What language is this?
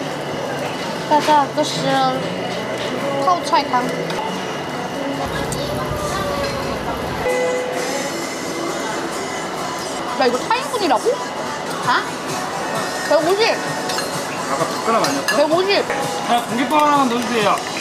Korean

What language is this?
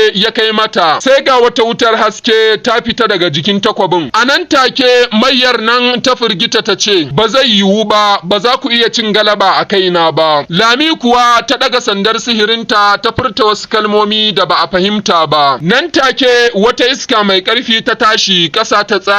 Hausa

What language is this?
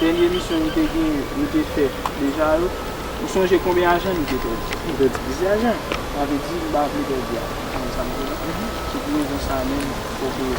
Haitian Creole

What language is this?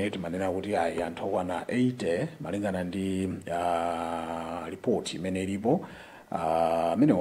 Nyanja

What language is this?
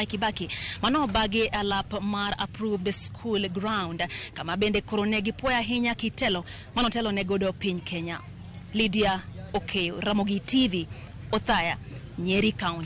Luo (Kenya and Tanzania)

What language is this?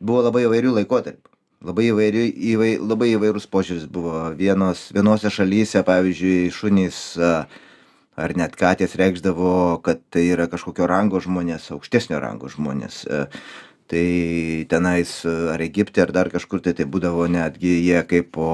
Lithuanian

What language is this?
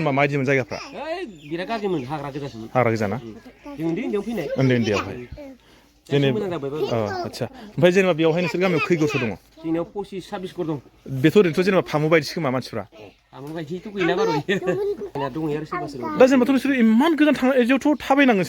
Bodo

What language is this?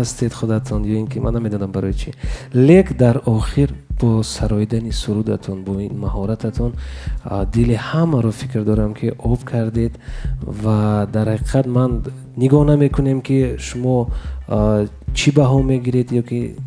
Tajik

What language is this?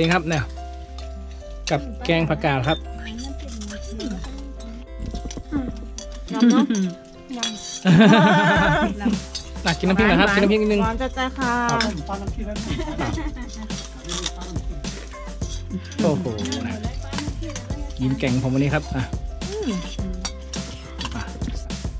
Thai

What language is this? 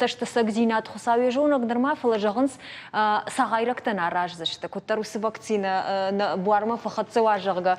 Ossetic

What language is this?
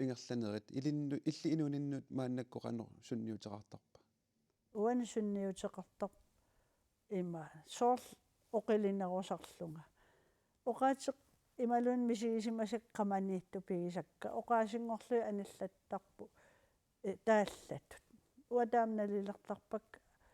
Kalaallisut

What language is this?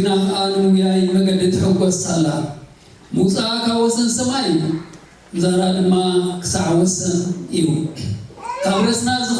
Tigrinya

